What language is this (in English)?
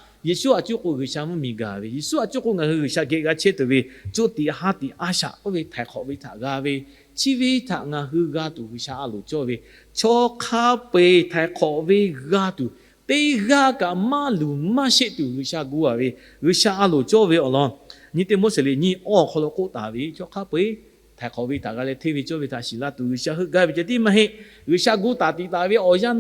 Lahu